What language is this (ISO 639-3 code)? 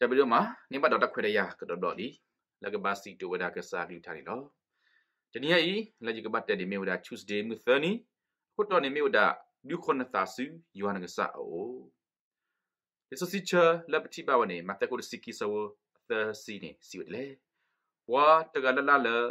ksw